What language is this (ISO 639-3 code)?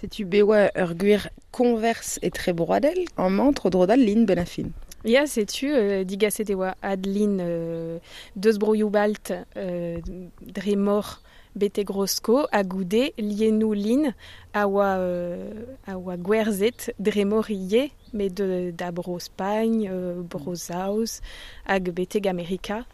bre